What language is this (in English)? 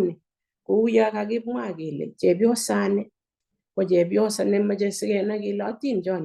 Kalenjin